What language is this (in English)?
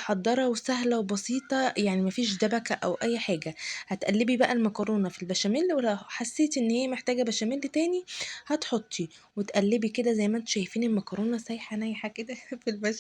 Egyptian Arabic